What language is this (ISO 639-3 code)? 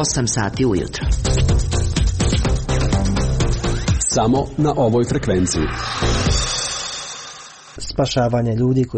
hrv